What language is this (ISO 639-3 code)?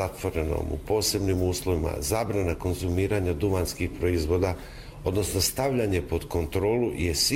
hrv